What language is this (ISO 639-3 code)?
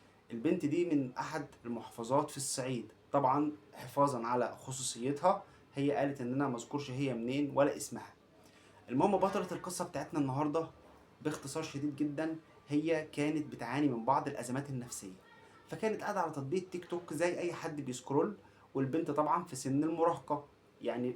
arz